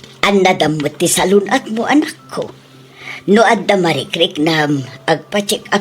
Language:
Iloko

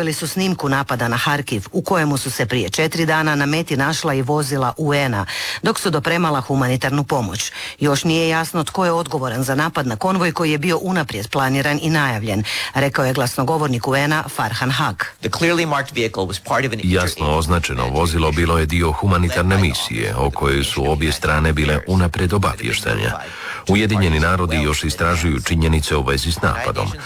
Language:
Croatian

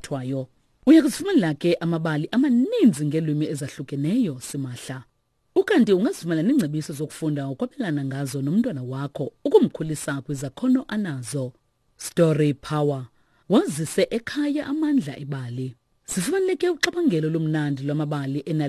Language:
Xhosa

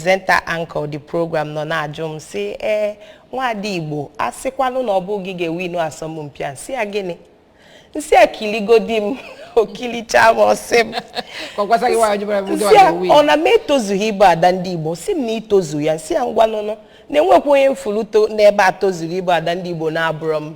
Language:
Igbo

